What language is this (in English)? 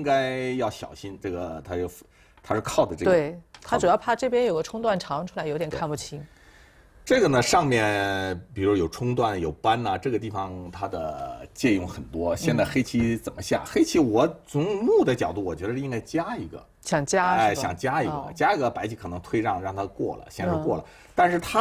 Chinese